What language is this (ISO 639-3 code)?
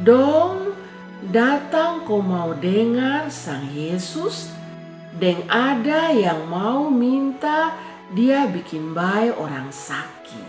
mkn